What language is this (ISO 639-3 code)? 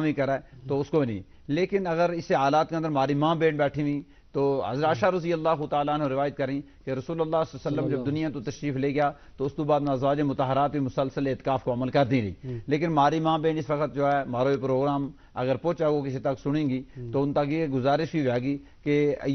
gju